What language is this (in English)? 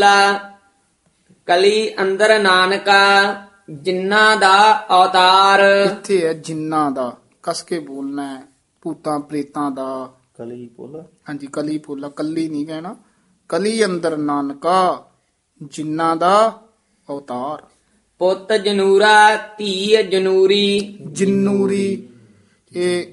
Punjabi